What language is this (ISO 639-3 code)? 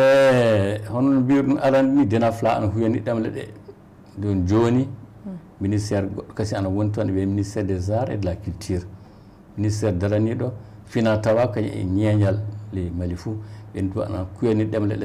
ful